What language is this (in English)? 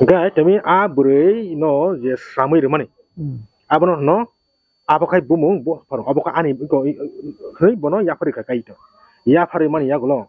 Kok Borok